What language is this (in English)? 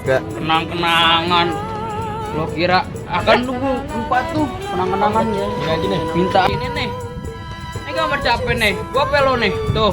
Betawi